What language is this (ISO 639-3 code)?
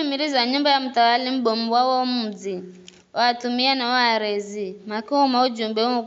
nyf